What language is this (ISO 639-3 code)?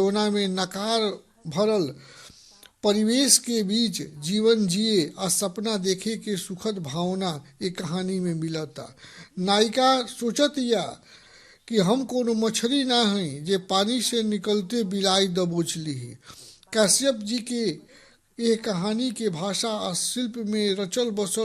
bho